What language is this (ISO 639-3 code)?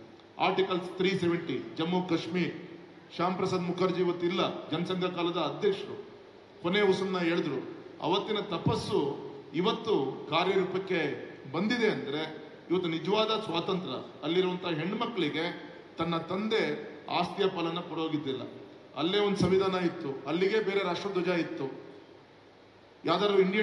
kan